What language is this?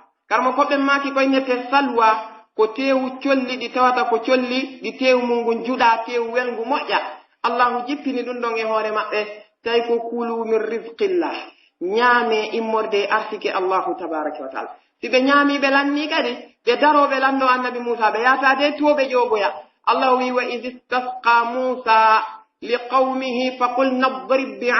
Pular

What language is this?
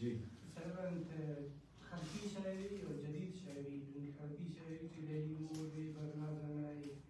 Brahui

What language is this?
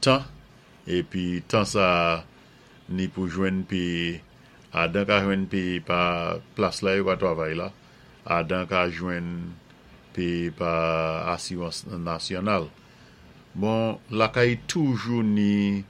Saint Lucian Creole French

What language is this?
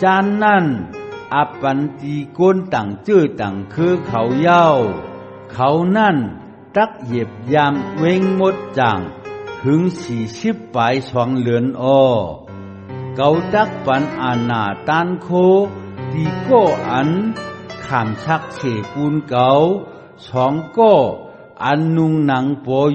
Shan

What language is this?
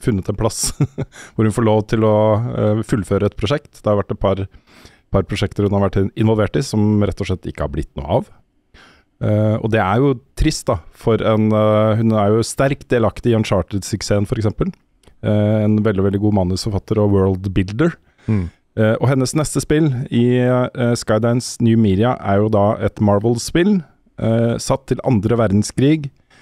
Norwegian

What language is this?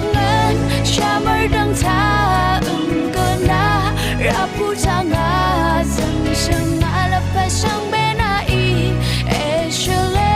Rawang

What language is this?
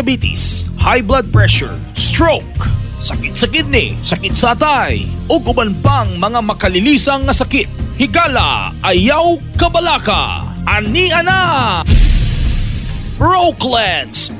Cebuano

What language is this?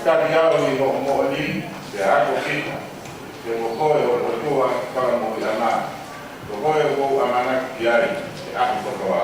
Tongan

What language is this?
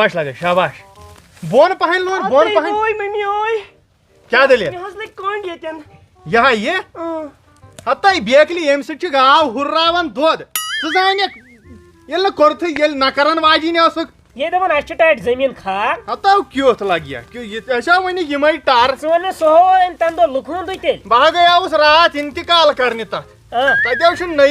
Kashmiri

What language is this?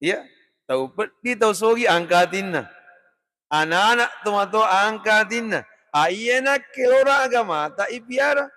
Buginese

